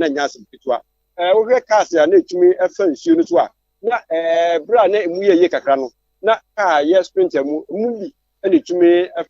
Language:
Akan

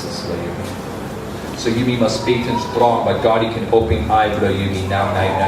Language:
Tok Pisin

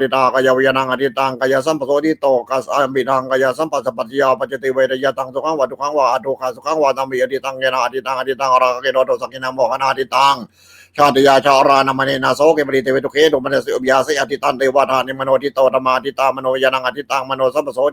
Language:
Pali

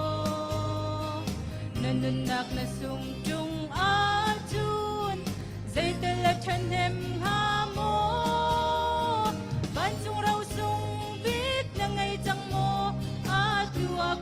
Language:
Hakha Chin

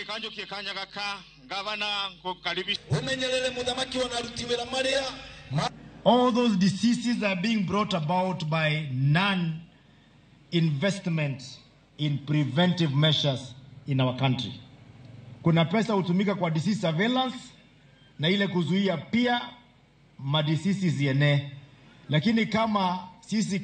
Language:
Luo (Kenya and Tanzania)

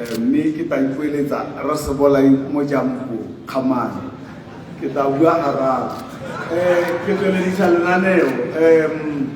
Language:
Tswana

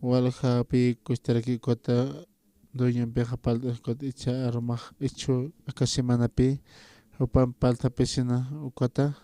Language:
Aymara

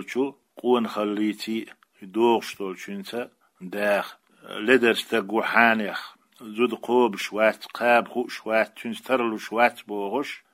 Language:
Chechen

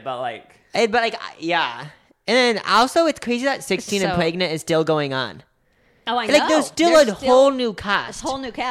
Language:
English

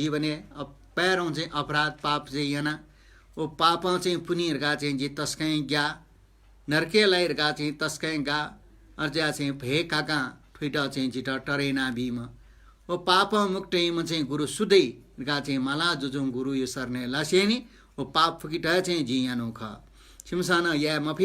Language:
Newari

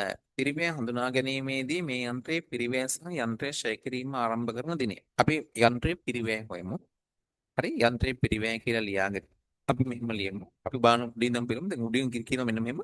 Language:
Sinhala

